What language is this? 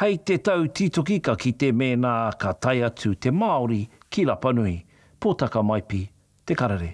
Māori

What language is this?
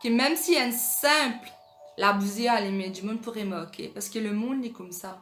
Morisyen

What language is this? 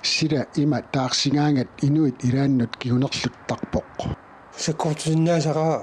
Kalaallisut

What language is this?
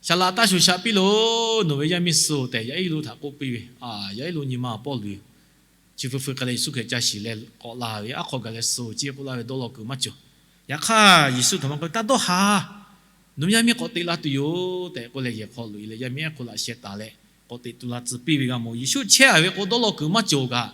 Lahu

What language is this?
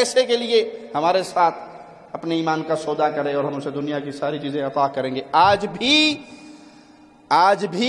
Urdu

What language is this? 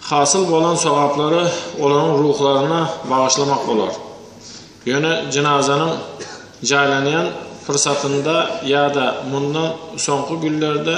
Turkmen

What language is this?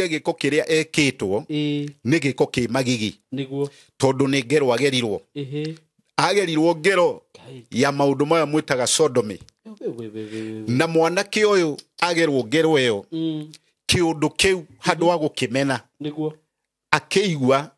Kikuyu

